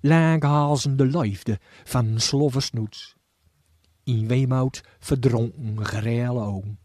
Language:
Gronings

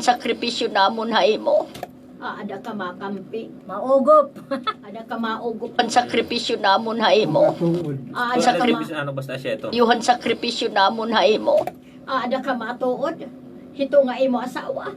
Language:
Waray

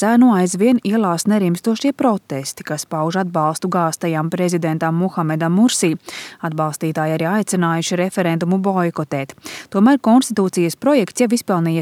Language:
Latvian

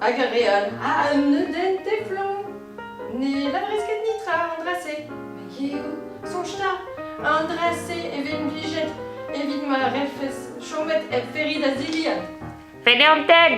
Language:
Breton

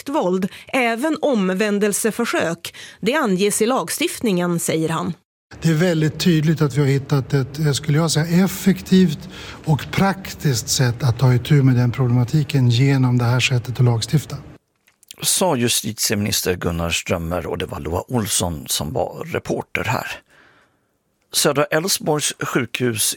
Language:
Swedish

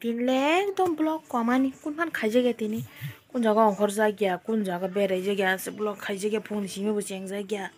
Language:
Kok Borok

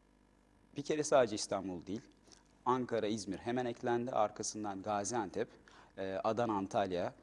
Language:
Turkish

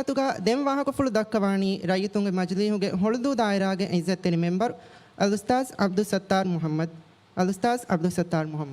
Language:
Divehi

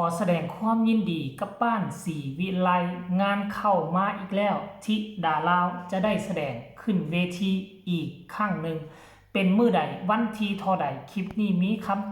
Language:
Northeastern Thai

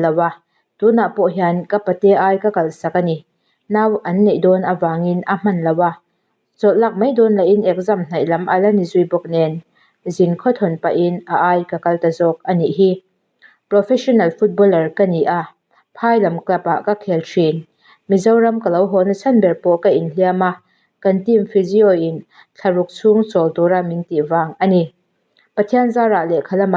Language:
Mizo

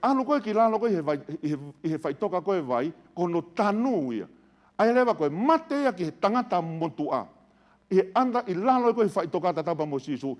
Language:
Tongan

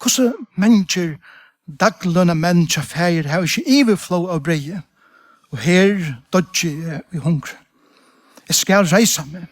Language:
Faroese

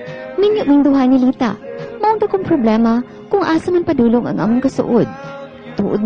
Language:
Cebuano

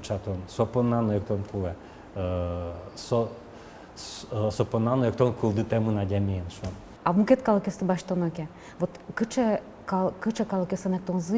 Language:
Udmurt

